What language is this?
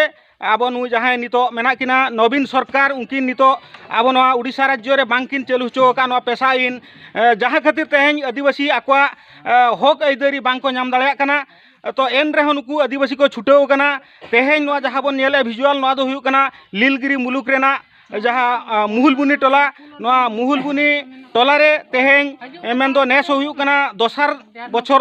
Santali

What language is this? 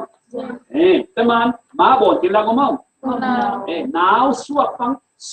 Falam Chin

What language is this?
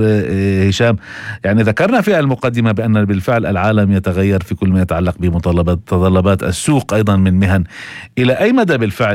North Levantine Arabic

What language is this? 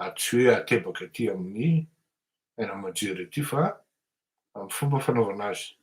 Malagasy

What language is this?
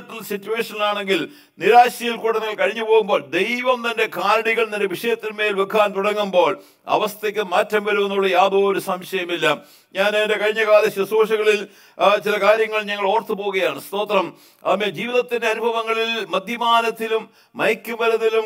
Malayalam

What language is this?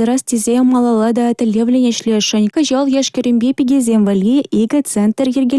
Chuvash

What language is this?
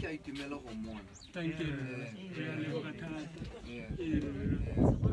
Tswana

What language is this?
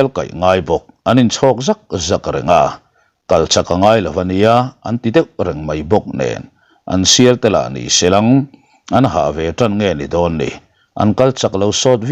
Mizo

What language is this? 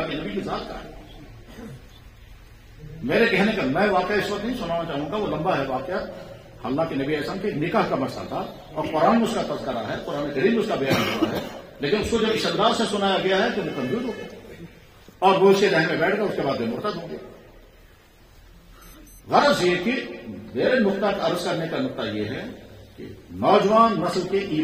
Urdu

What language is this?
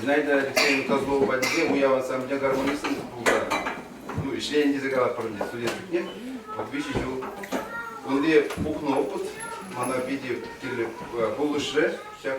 Chuvash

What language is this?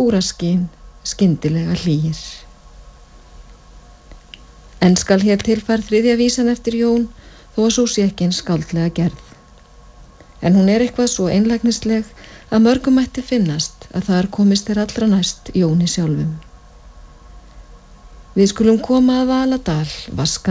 Icelandic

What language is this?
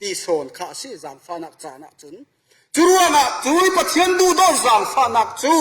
Falam Chin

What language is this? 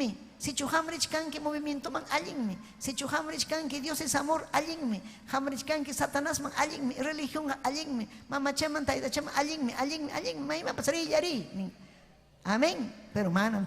Ayacucho Quechua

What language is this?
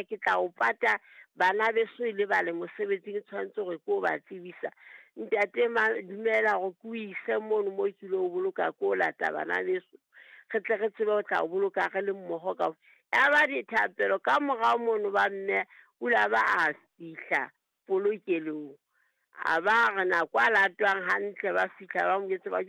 Southern Sotho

